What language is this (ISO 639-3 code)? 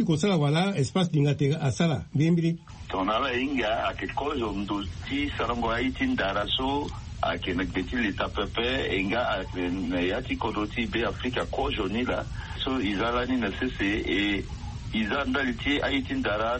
sag